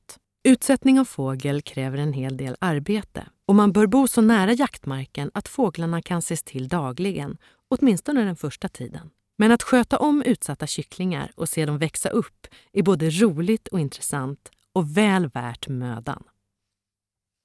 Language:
Swedish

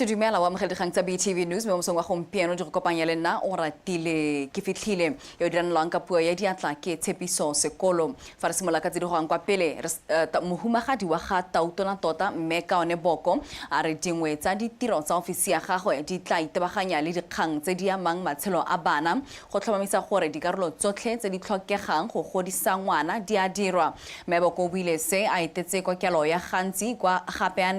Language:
Tswana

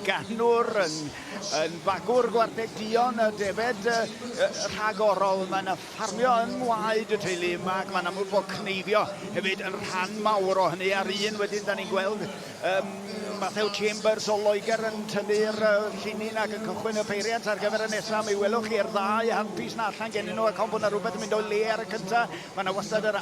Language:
Welsh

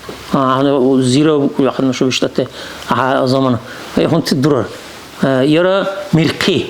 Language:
Dargwa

